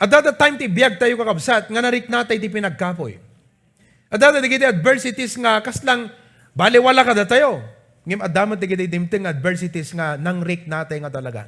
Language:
Iloko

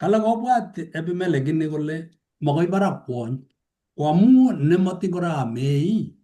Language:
Kalenjin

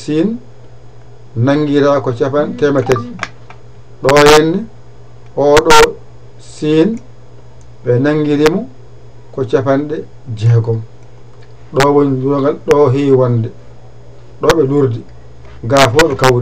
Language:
Fula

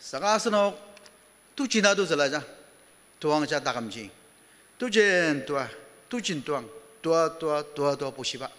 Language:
Ao Naga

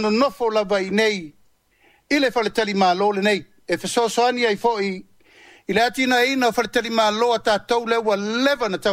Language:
Samoan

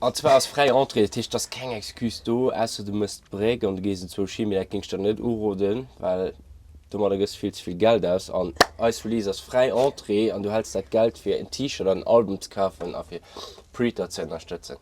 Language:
Luxembourgish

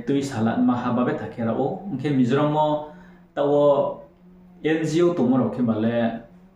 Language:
Riang (India)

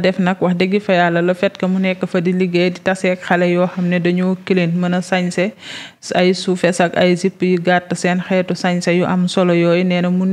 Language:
Wolof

